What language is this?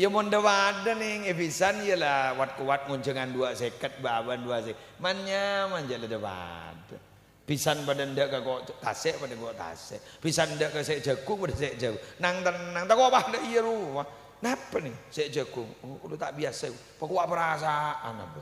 Madurese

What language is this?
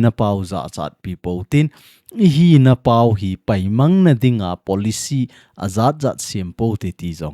Thado Chin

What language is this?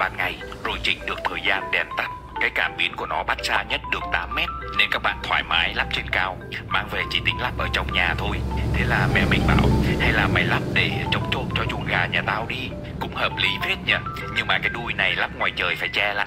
Vietnamese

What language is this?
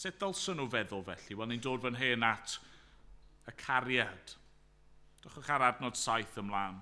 Welsh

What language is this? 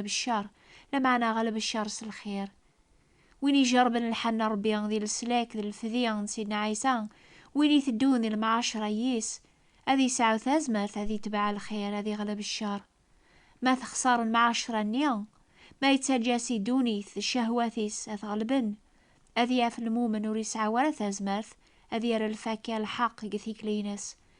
Kabyle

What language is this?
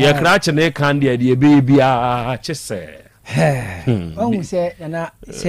Akan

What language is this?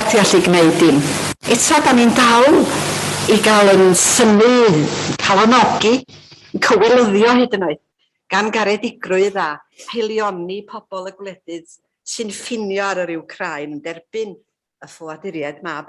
Welsh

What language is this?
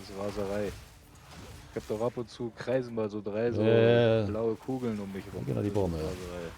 Bavarian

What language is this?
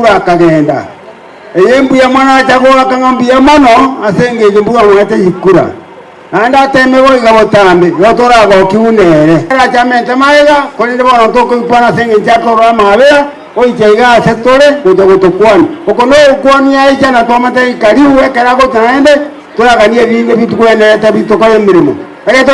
Gusii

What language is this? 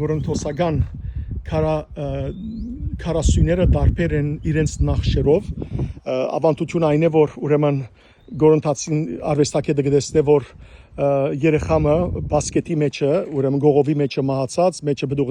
Western Armenian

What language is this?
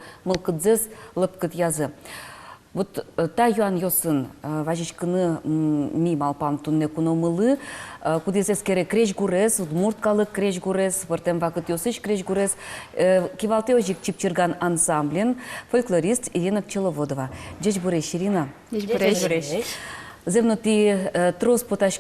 Udmurt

